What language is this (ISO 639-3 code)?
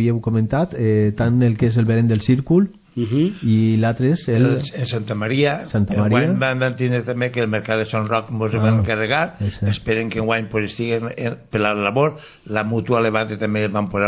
cat